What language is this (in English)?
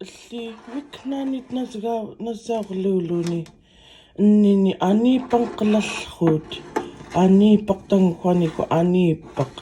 Central Yupik